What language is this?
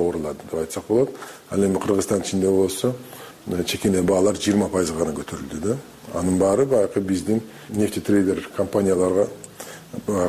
Kyrgyz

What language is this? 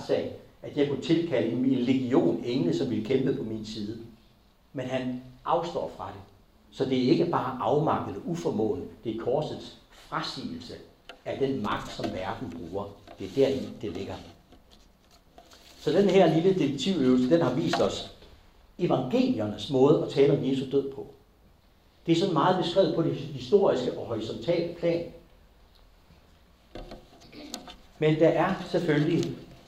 Danish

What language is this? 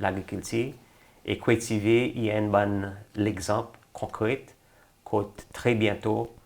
Seselwa Creole French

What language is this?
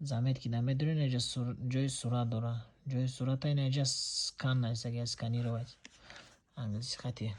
Tajik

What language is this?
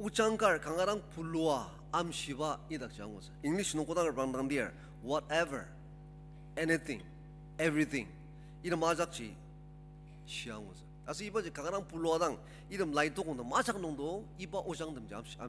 Ao Naga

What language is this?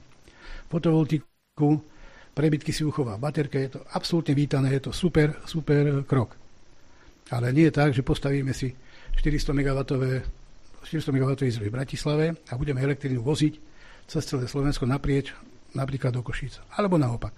Slovak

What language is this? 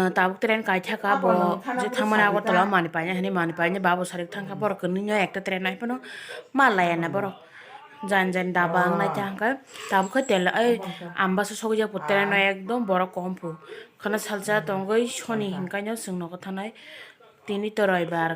Kok Borok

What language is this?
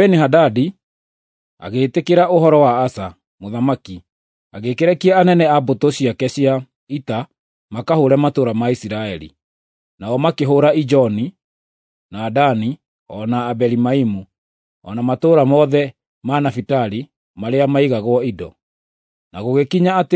Kikuyu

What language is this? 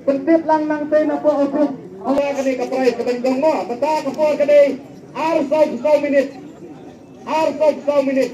Khasi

